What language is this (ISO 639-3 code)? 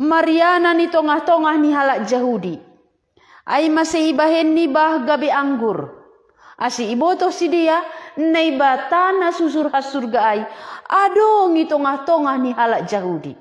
bts